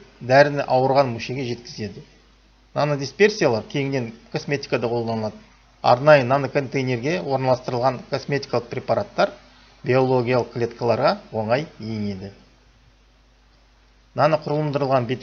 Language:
Kazakh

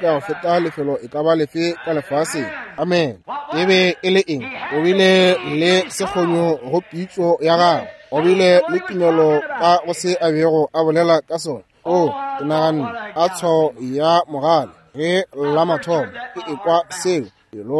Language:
Northern Sotho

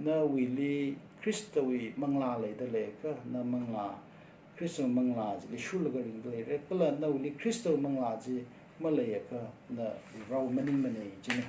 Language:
Tangkhul Naga (India)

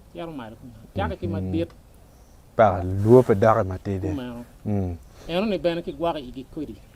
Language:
Acoli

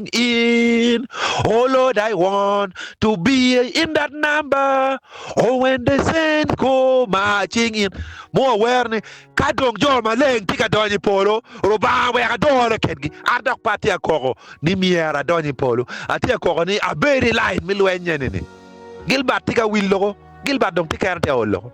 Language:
Acoli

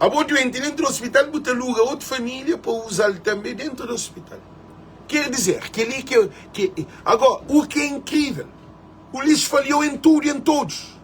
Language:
Kabuverdianu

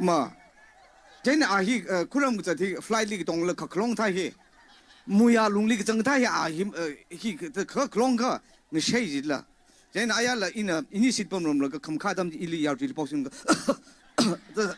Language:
Tangkhul Naga (India)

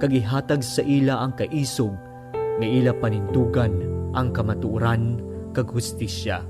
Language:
Hiligaynon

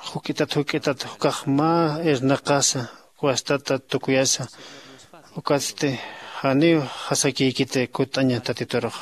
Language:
Aymara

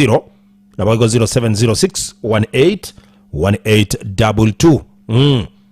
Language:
Gusii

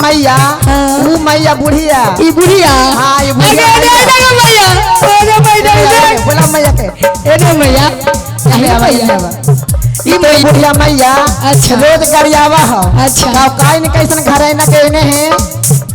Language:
Magahi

